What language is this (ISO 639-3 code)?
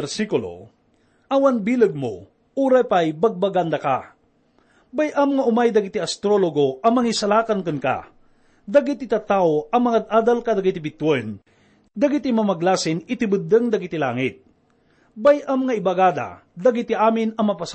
ilo